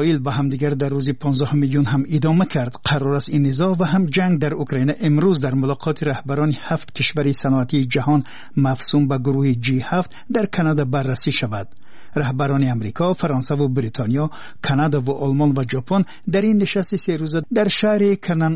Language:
Persian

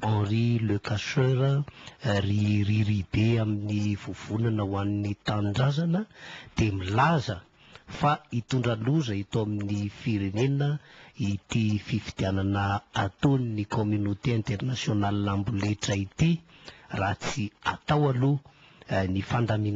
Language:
Malagasy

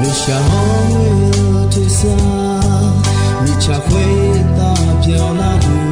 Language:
Akha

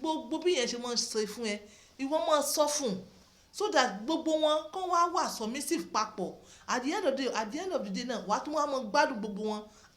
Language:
Yoruba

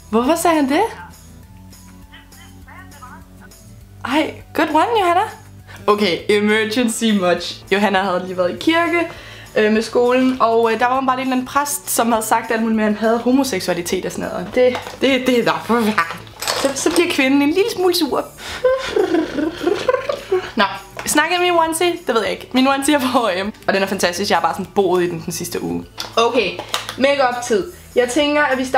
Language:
Danish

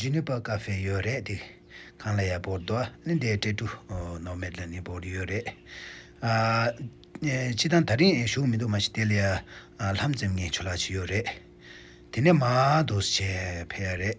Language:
Tibetan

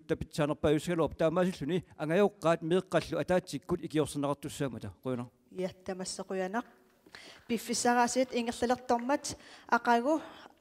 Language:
Kalaallisut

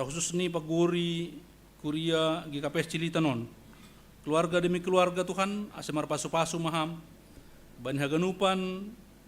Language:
Batak Simalungun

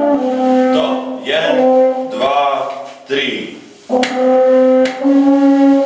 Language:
Croatian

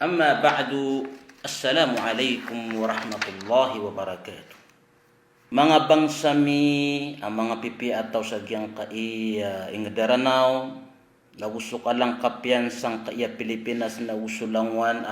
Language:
Maranao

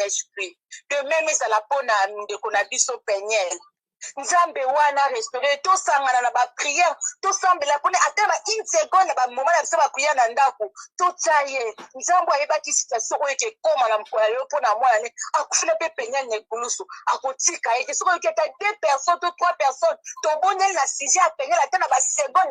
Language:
Lingala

